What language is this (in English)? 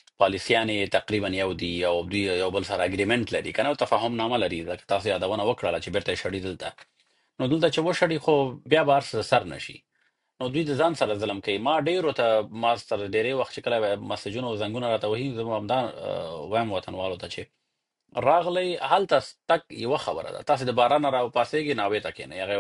Pashto